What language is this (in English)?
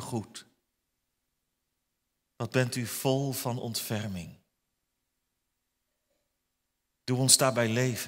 Dutch